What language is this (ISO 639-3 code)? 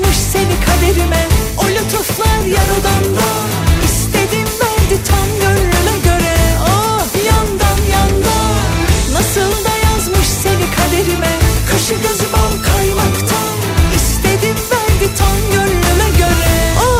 tur